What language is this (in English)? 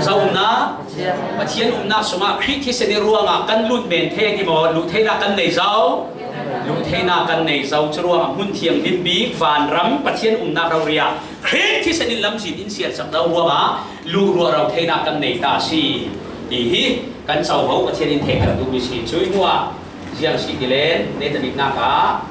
Falam Chin